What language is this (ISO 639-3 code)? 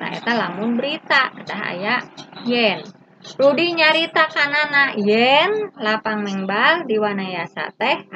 sun